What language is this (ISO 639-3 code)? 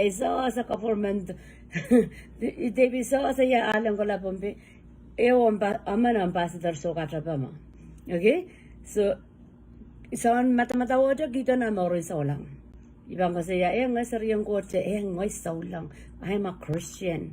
pon